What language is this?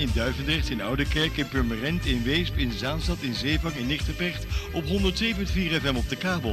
Dutch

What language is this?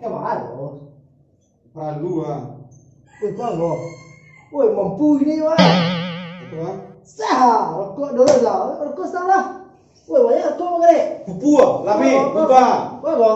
Minangkabau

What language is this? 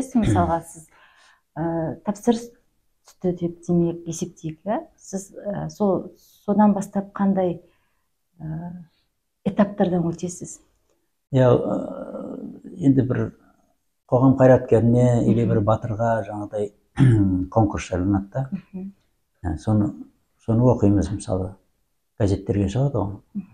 Kazakh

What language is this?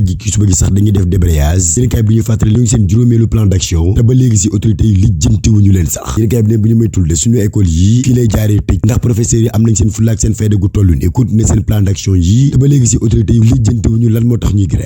Wolof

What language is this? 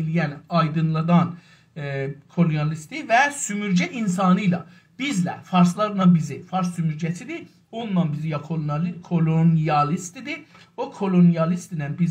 South Azerbaijani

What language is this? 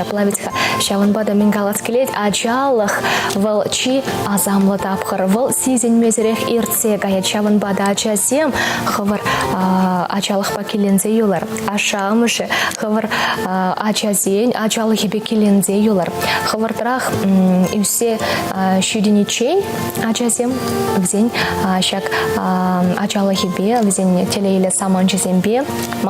Chuvash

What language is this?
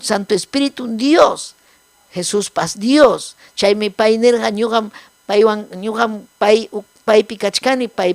Ayacucho Quechua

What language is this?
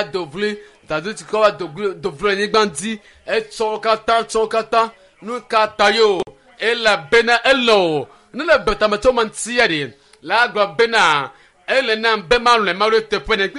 Ewe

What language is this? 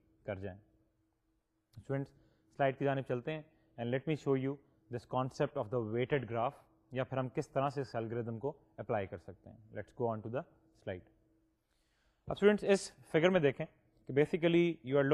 Urdu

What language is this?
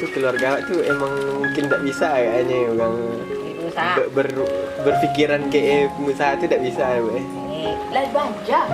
Minangkabau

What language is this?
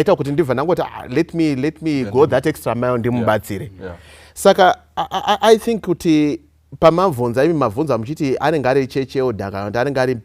Shona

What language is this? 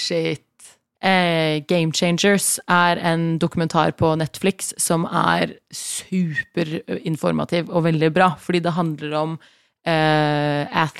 Norwegian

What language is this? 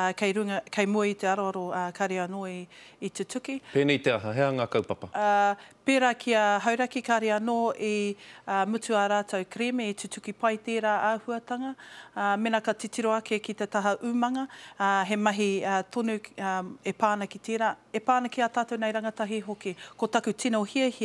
Māori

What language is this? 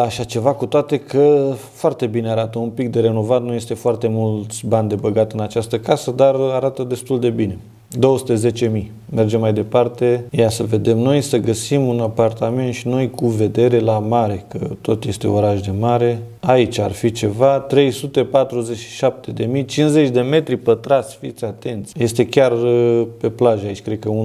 Romanian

